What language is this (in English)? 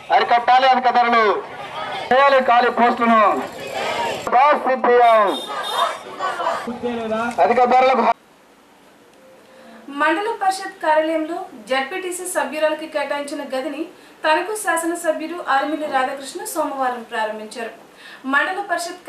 Telugu